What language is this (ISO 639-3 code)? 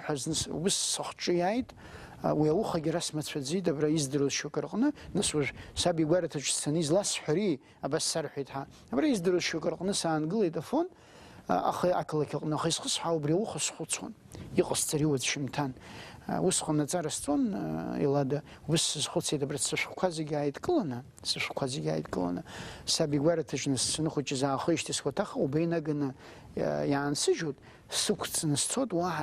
abk